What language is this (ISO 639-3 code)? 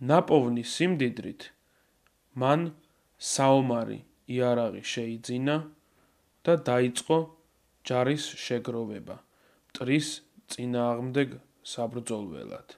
kat